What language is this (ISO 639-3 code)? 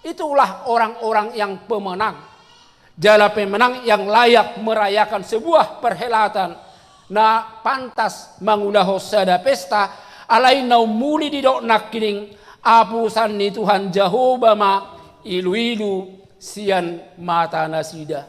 bbc